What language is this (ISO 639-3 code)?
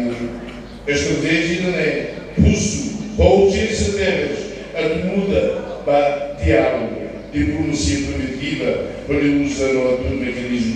tet